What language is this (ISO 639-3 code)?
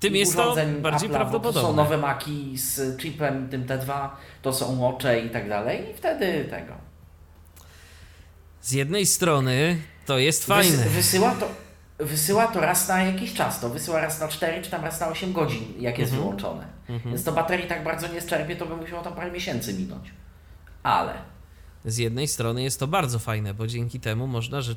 pol